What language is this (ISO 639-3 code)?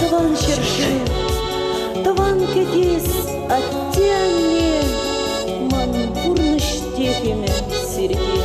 chv